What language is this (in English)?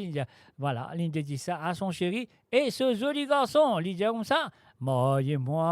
Morisyen